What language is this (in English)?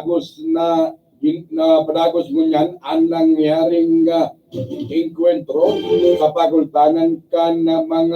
Bikol